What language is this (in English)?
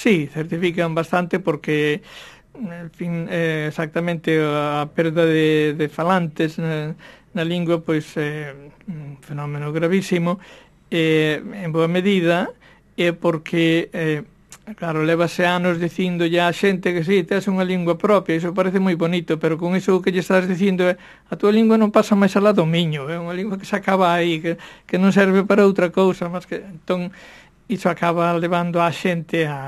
Galician